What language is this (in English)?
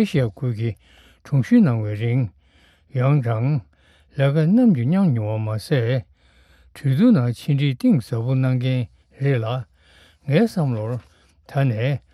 Tibetan